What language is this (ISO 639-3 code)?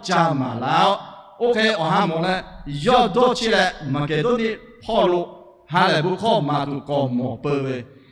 lhu